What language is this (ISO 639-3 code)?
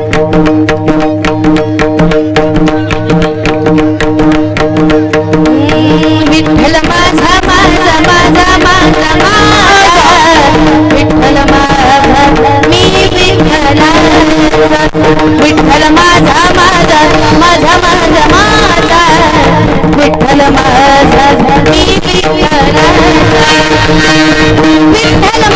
mar